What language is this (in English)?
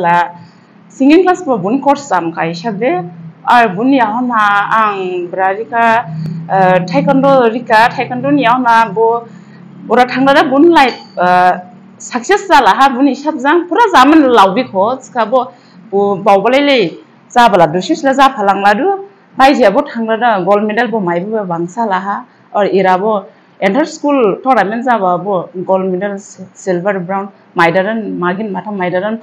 Dimasa